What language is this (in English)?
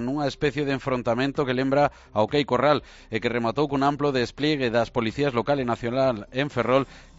Galician